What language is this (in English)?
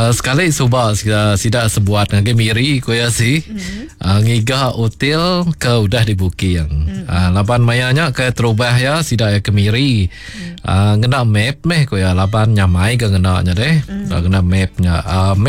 Iban